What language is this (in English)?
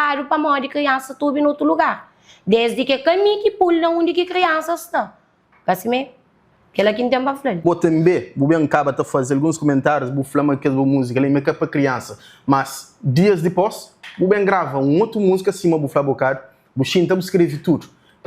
Kabuverdianu